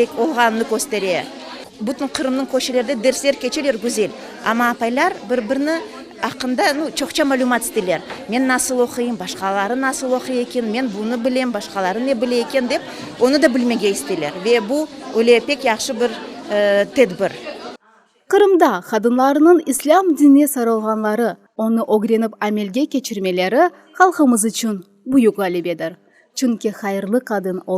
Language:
Crimean Tatar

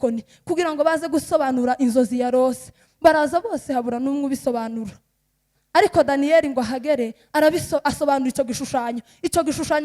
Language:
Kinyarwanda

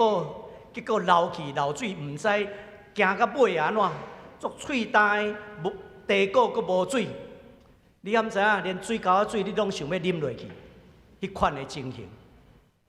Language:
Min Nan Chinese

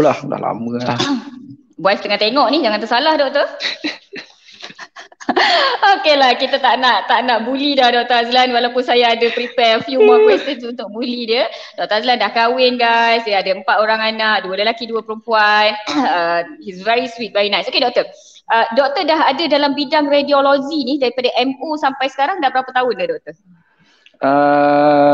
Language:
Malay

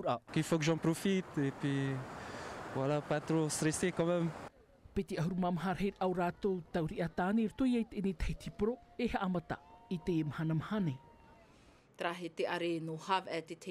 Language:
Tahitian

